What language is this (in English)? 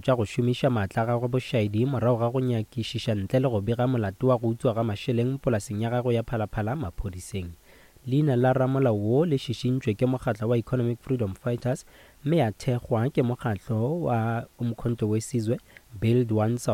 Northern Sotho